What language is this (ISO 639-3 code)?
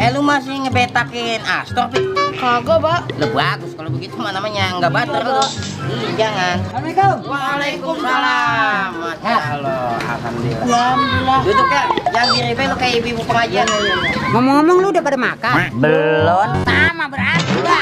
bew